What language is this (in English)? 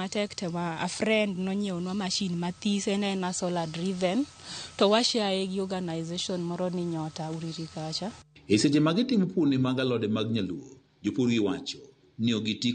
Luo (Kenya and Tanzania)